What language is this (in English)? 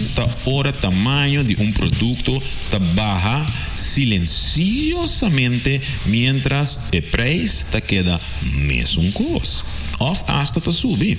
Papiamento